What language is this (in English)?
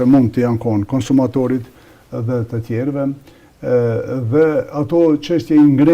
Albanian